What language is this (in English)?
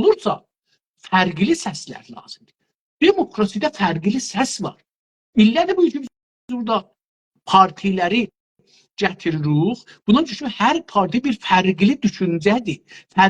South Azerbaijani